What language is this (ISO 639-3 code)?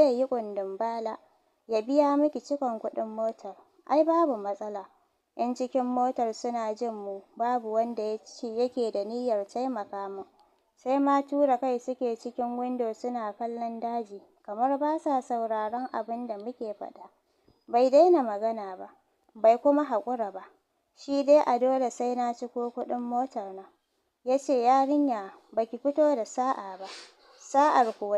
hau